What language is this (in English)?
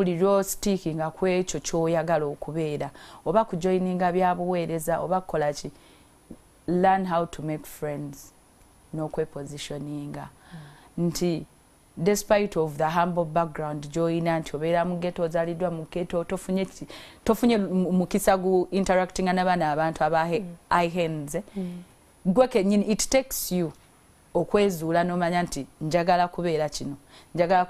Ganda